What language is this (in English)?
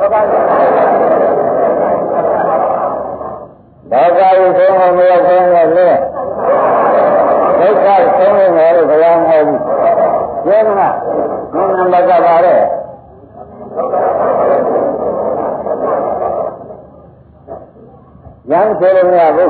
Burmese